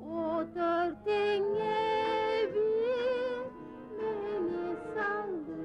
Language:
Kumyk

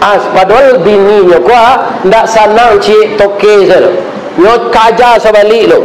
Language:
Minangkabau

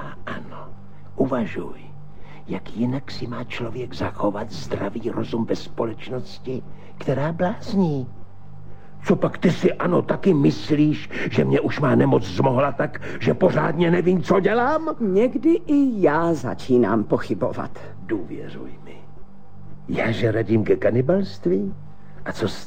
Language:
Czech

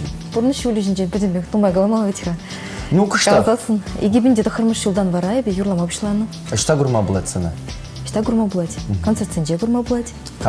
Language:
Chuvash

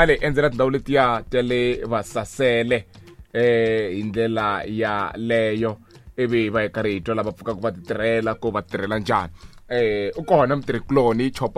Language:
Tsonga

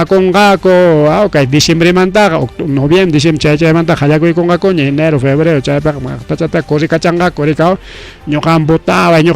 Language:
Ayacucho Quechua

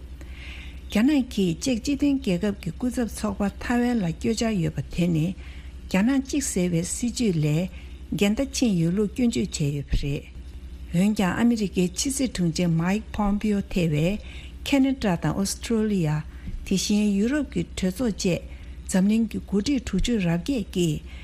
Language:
Tibetan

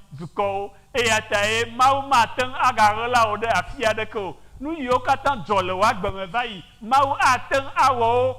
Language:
Ewe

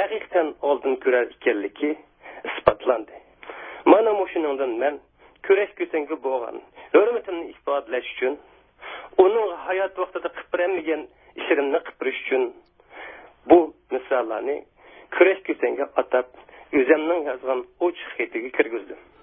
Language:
Uyghur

